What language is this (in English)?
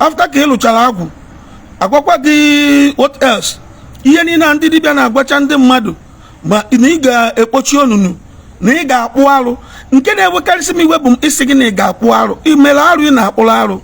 Igbo